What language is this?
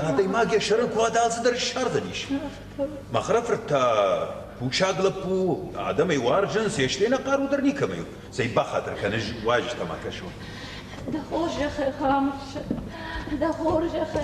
Ossetic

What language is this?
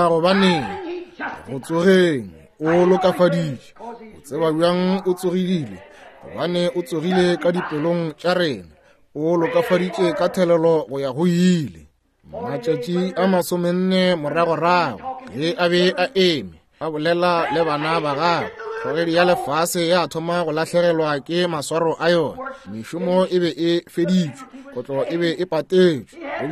Northern Sotho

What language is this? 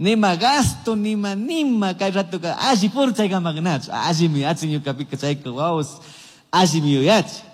Chimborazo Highland Quichua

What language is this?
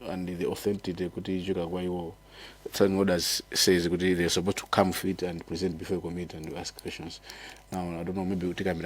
Nyanja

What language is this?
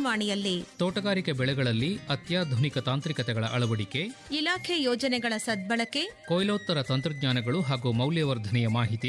Kannada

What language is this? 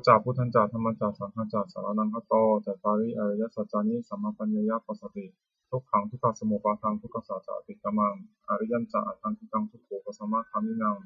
Pali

